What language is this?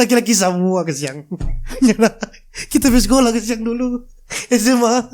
Manado Malay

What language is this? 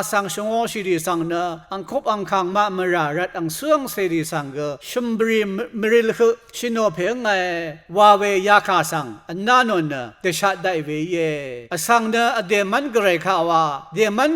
Rawang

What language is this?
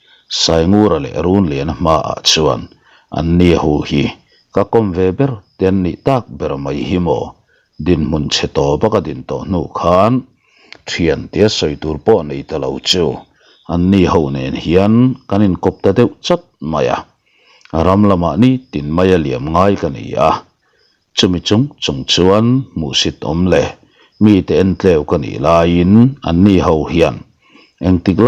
Mizo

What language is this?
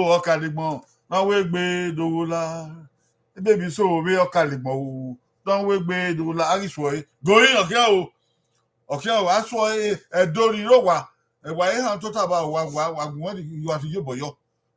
Bini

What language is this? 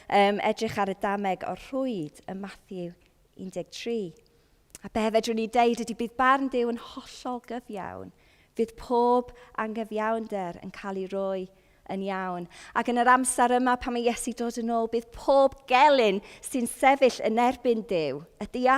Welsh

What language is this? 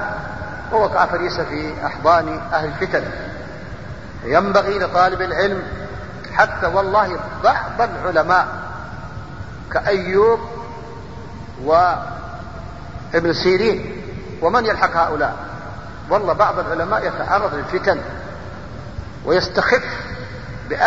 Arabic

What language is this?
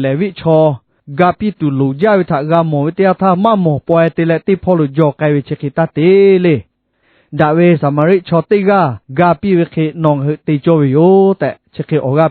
Lahu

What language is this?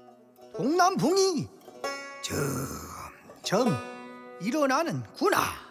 Korean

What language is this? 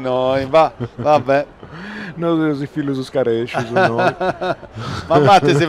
Sardinian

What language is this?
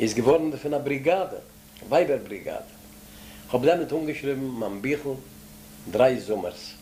Yiddish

